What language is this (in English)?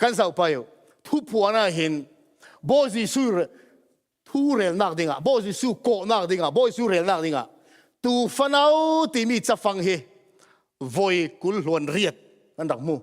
Falam Chin